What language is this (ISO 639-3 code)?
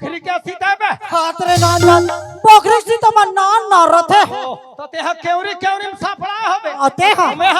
hne